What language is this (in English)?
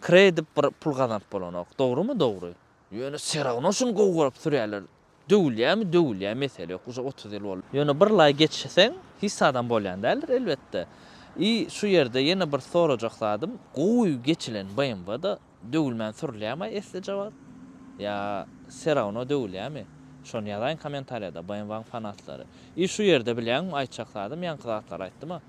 Turkmen